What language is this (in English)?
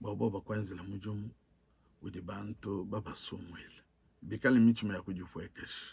Luba-Lulua